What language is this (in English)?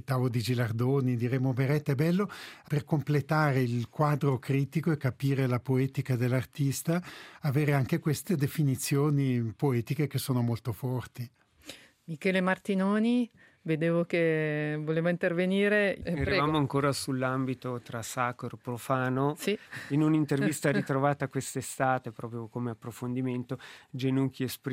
Italian